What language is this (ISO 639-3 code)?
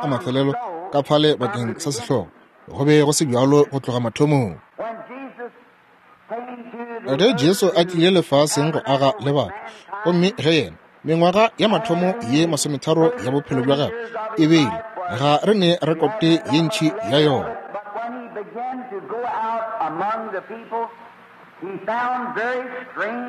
nso